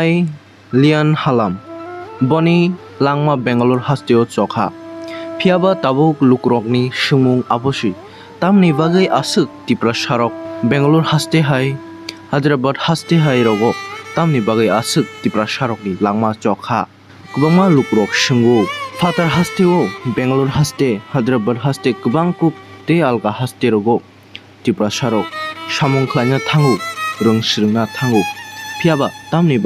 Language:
Kok Borok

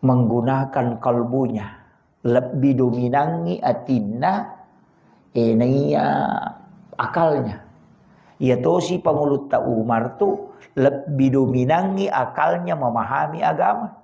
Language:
Buginese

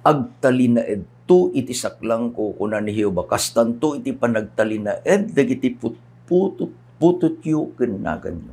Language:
Iloko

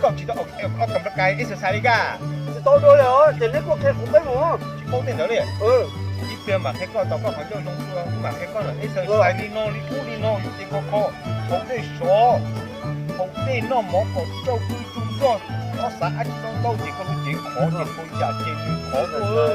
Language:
Hmong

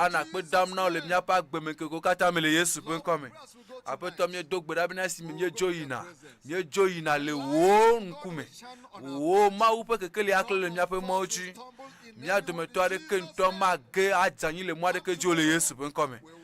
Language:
Ewe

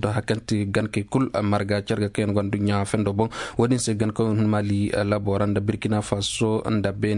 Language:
Koyraboro Senni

